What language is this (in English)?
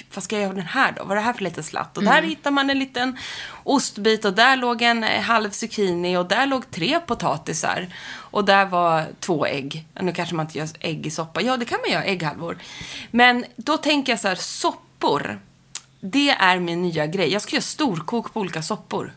Swedish